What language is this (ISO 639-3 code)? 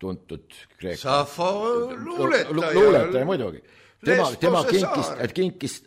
est